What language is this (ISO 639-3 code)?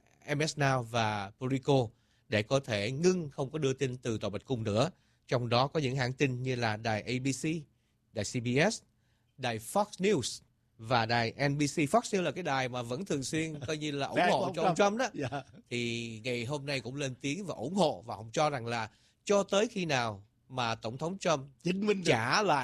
vie